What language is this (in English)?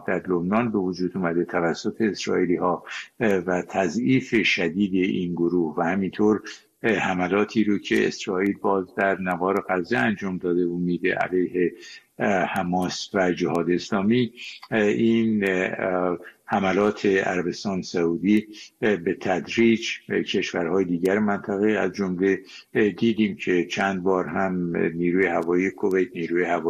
Persian